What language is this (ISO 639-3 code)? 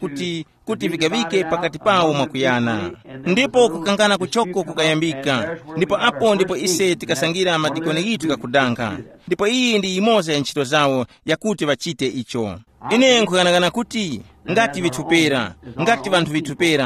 tum